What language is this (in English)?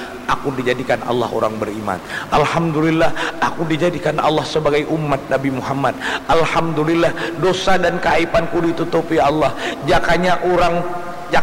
Banjar